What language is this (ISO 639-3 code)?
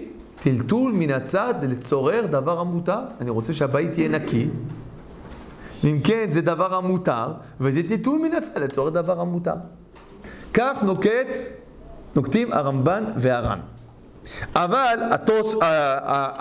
heb